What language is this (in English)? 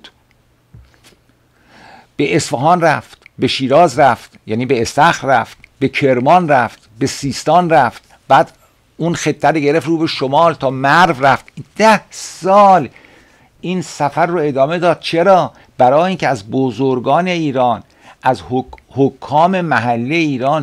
Persian